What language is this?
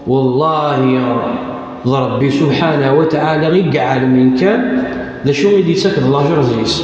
Kabyle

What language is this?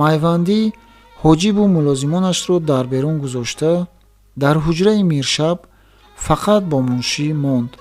Tajik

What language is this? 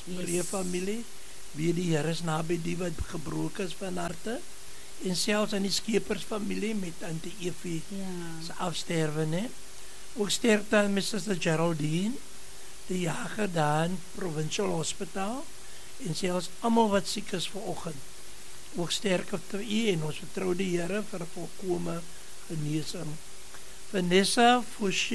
Afrikaans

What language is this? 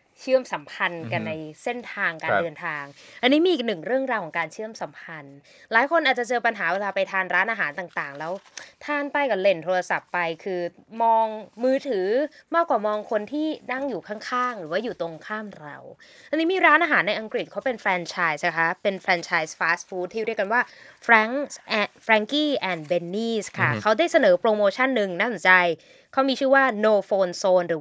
Thai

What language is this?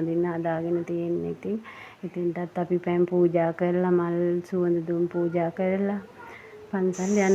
Sinhala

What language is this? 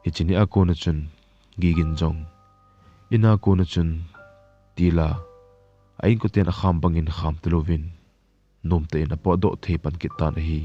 Thado Chin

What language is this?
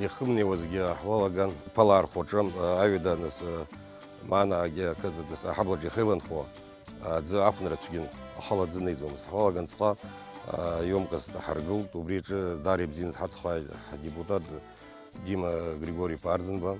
Abkhazian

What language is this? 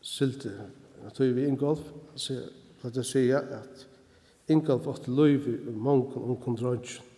Faroese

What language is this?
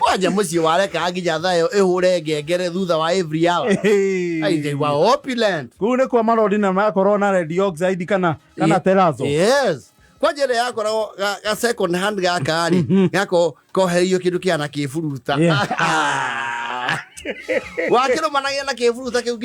Kikuyu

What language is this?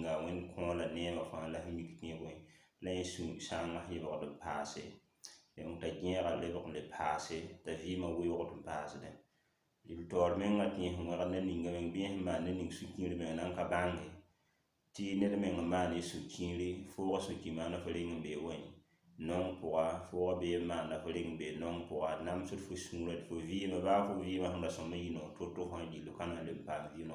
Mossi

